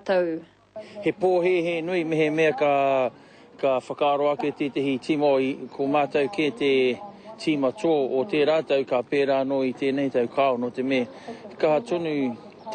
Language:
Māori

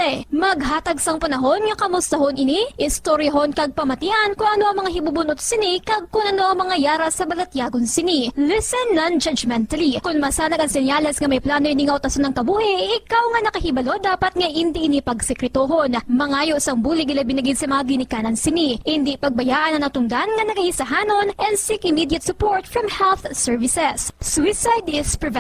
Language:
Hiligaynon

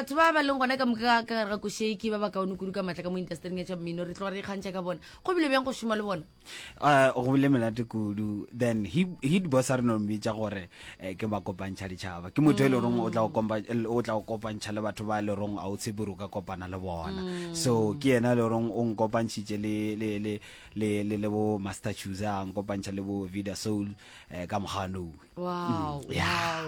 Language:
Northern Sotho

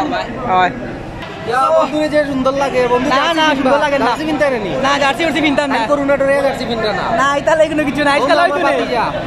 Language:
Sylheti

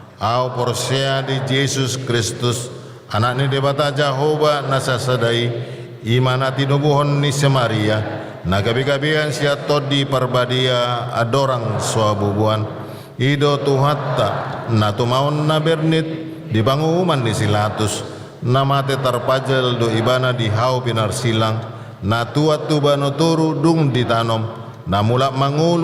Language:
Batak Toba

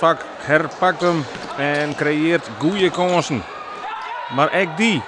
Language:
Western Frisian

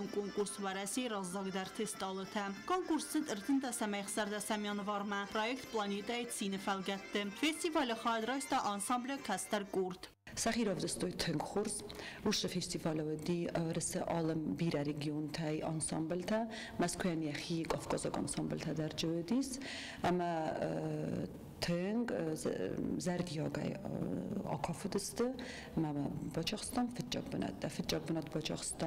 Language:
Ossetic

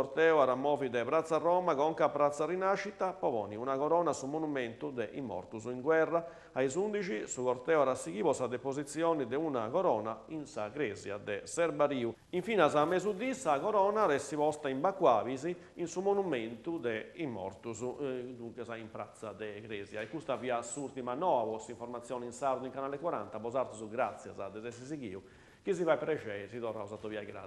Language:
Sardinian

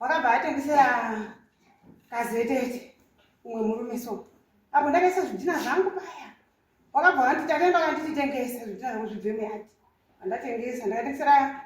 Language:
Shona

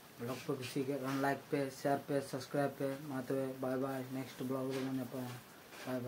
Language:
Santali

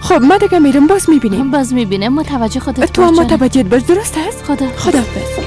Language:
Persian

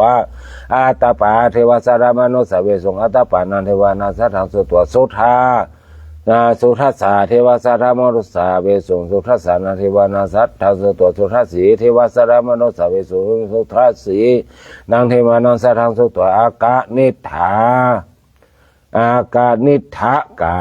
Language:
Pali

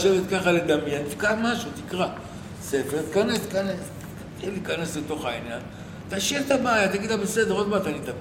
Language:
Hebrew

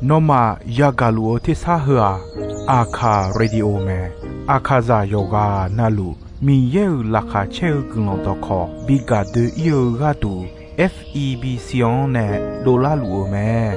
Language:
Akha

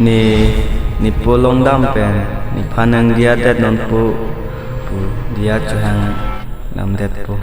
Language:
Karbi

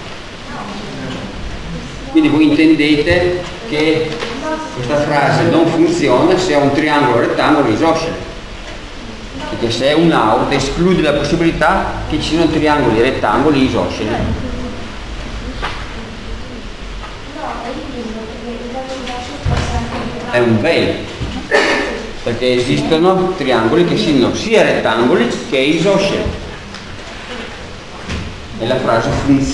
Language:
Italian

